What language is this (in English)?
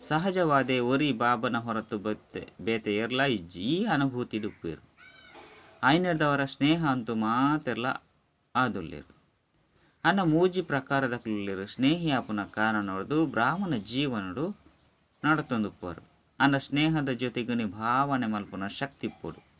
Tulu